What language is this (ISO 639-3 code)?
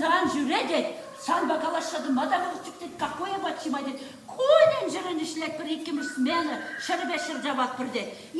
chv